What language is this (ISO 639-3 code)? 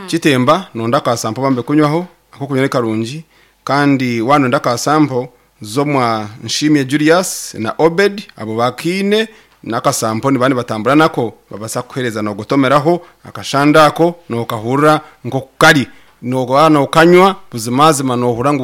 nyn